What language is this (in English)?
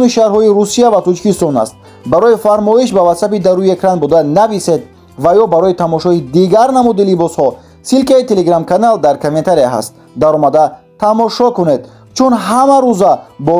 Tajik